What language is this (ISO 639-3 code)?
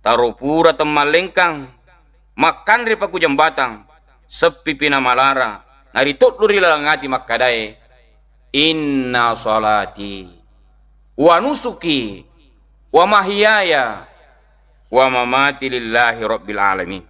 bug